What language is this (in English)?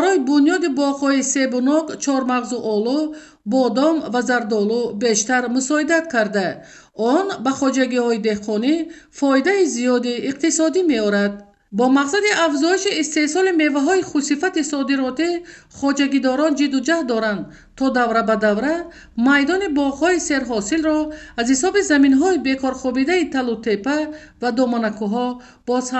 Tajik